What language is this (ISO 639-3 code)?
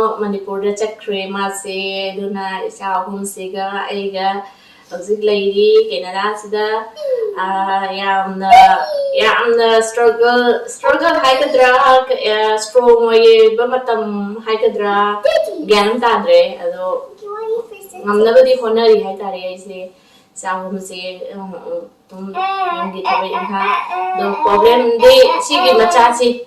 mni